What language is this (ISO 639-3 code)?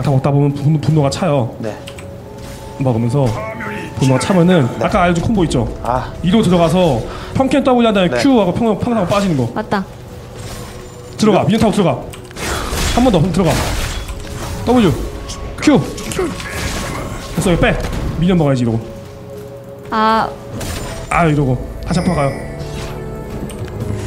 kor